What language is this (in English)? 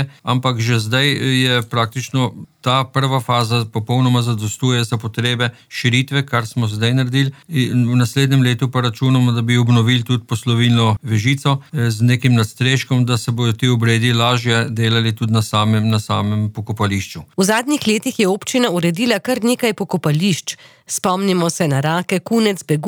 Slovenian